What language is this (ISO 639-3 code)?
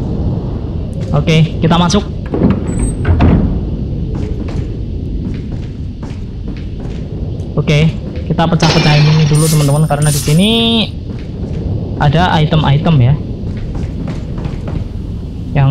ind